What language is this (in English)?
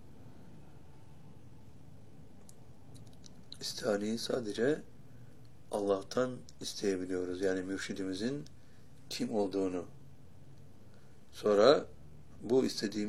Turkish